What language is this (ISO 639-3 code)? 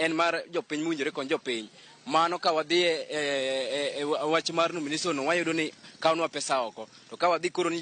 luo